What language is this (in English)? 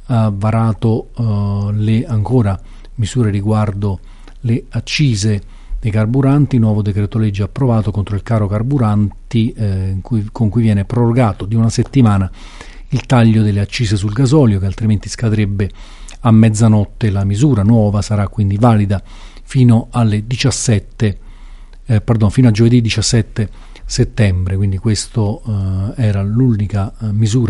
Italian